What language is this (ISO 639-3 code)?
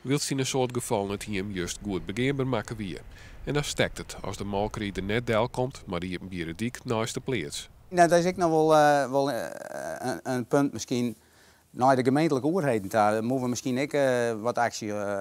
fry